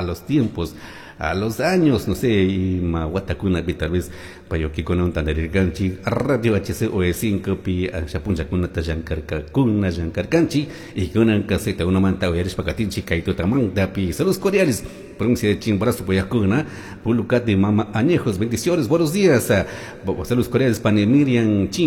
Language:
Chimborazo Highland Quichua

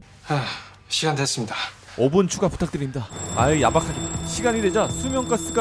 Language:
Korean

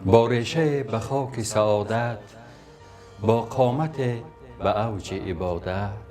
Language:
Tajik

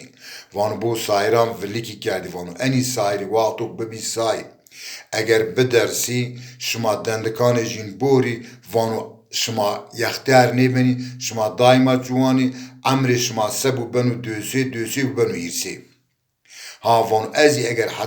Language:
Zaza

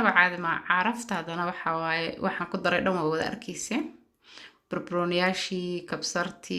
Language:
Somali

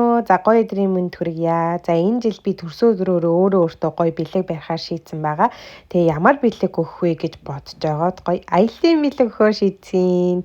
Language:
Mongolian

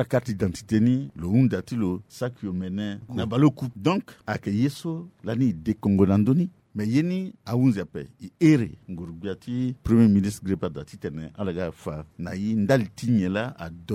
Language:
Sango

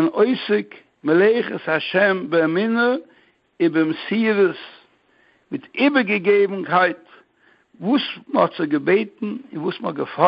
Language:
Yiddish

